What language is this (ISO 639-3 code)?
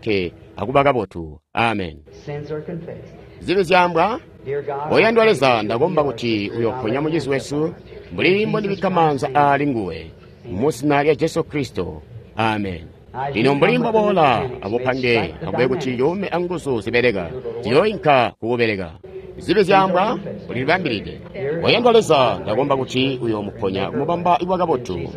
toi